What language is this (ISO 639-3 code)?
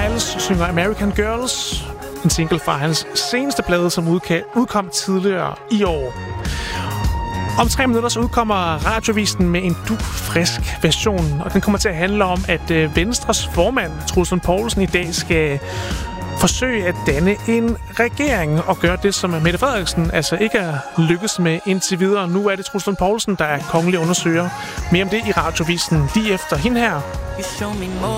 dan